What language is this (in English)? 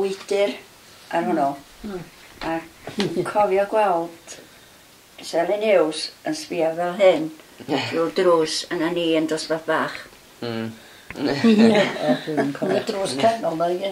Welsh